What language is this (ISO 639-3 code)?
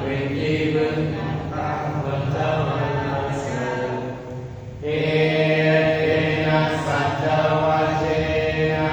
pli